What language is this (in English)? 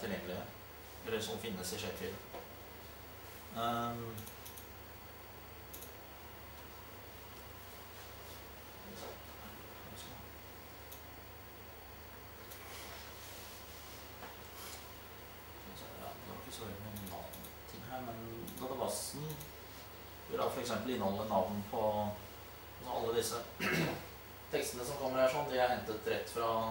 Norwegian